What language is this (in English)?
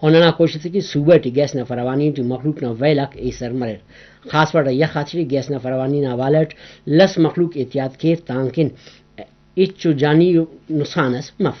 Brahui